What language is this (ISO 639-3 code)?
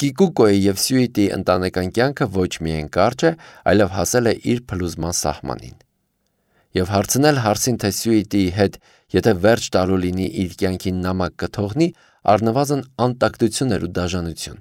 hye